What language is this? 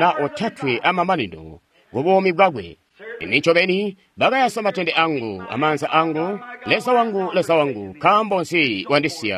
Tonga (Zambia)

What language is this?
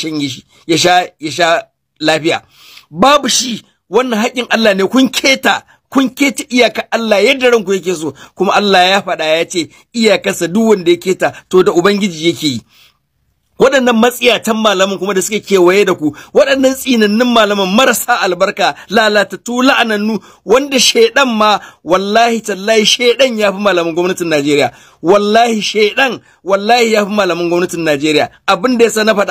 Hausa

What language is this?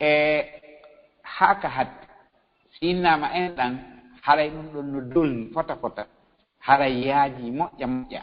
Fula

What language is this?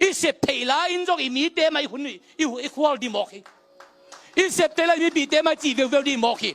Tedim Chin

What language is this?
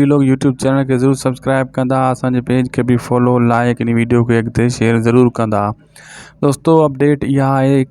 Sindhi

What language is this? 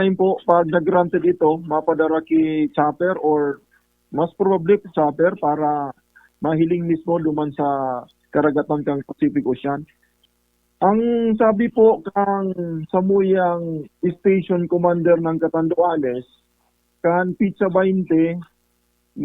Bikol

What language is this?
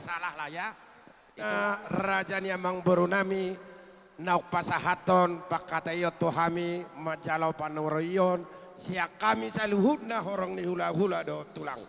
Batak Toba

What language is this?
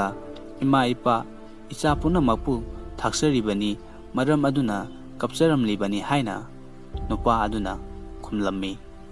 Manipuri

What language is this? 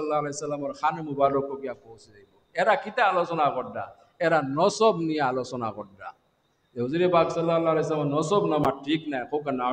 Sylheti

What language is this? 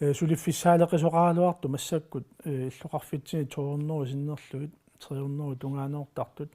Kalaallisut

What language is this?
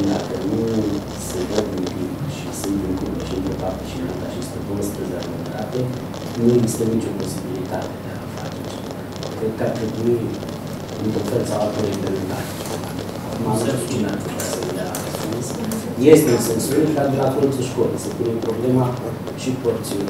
Romanian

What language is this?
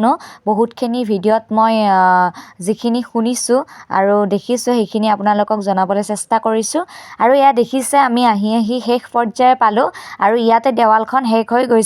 Assamese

